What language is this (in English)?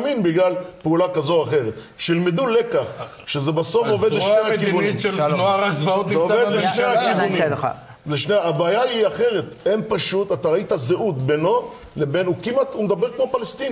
Hebrew